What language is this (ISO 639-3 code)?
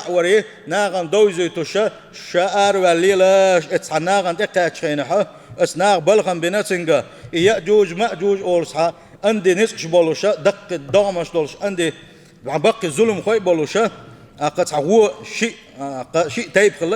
che